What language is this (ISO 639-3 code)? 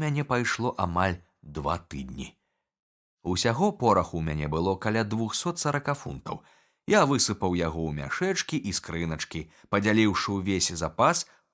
bel